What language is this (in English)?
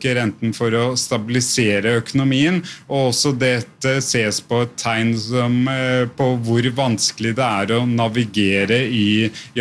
Norwegian